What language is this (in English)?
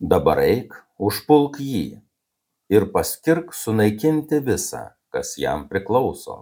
Lithuanian